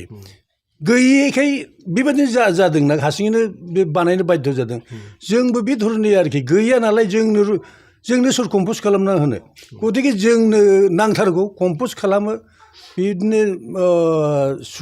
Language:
Bodo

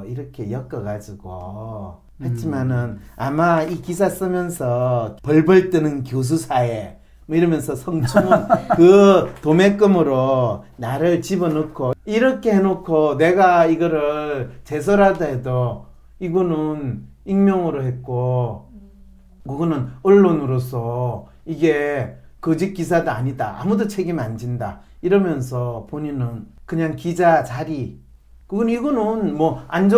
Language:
Korean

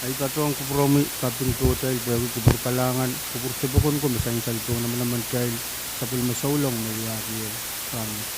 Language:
Pohnpeian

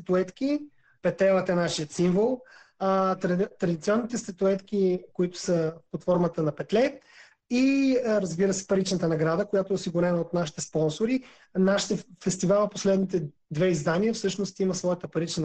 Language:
Bulgarian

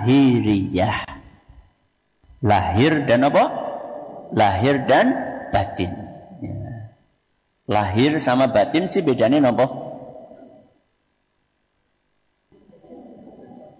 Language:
Indonesian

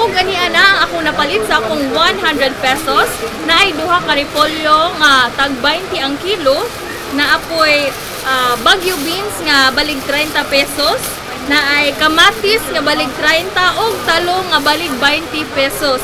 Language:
Cebuano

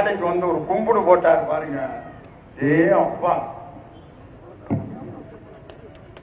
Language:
Tamil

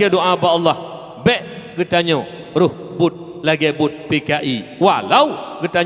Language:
Achinese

